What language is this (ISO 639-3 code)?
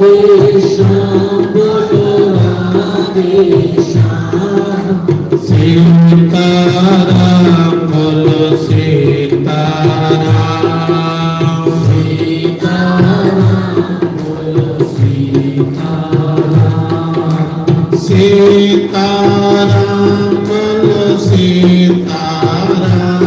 doi